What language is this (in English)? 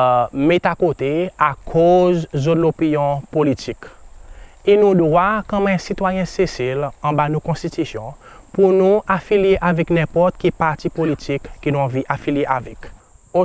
Seselwa Creole French